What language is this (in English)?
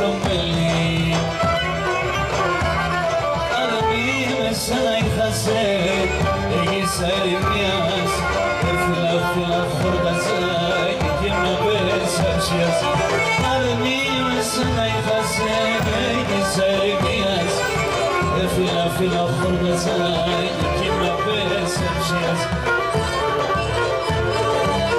Greek